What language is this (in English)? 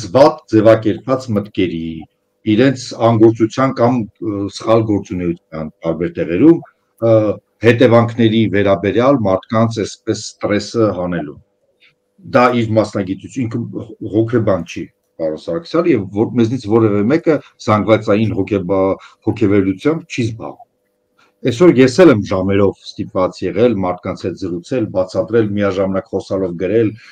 Armenian